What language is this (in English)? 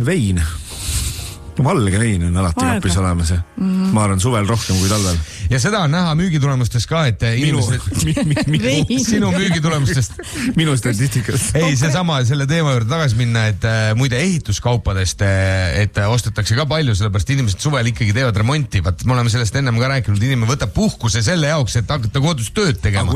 Estonian